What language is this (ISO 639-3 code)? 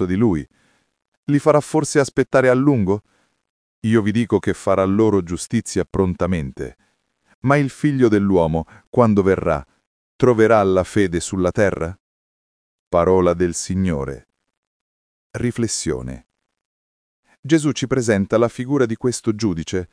ita